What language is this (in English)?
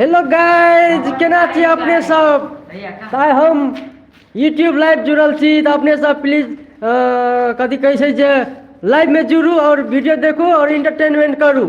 Maithili